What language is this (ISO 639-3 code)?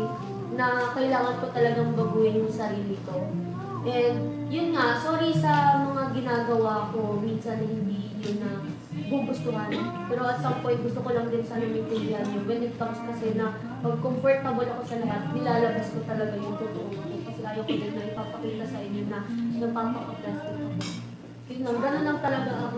fil